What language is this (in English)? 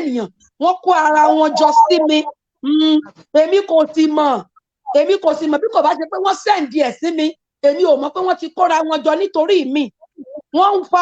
Yoruba